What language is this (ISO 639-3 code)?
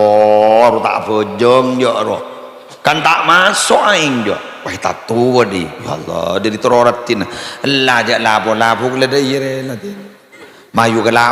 mad